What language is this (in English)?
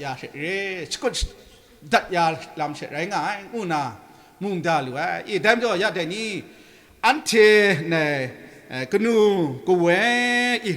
Kachin